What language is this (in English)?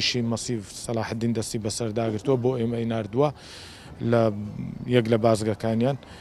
Central Kurdish